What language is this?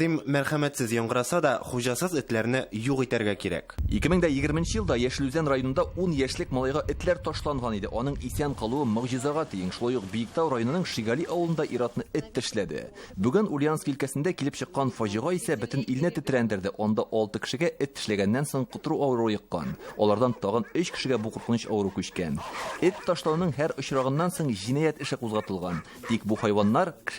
Tatar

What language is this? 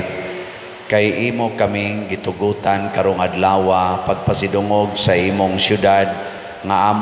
Cebuano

